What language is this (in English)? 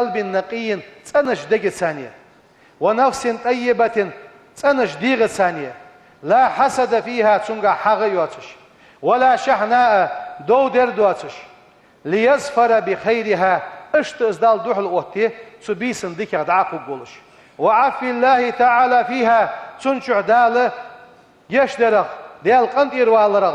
Ingush